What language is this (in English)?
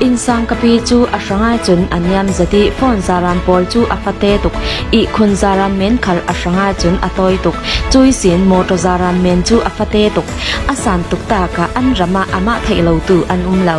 Falam Chin